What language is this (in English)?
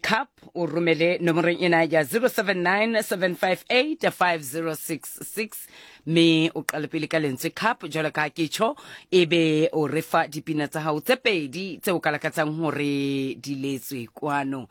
Southern Sotho